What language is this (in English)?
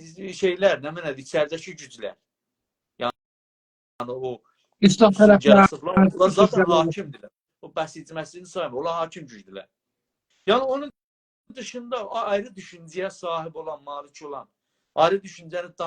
South Azerbaijani